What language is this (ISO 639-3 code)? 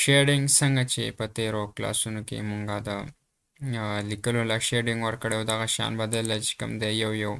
pus